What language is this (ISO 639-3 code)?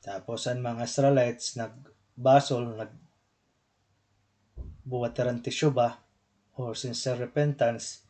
war